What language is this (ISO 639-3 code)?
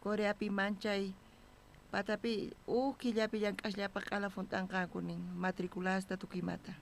quh